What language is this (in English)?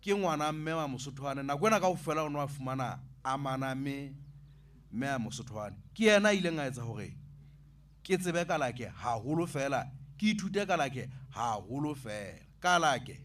Southern Sotho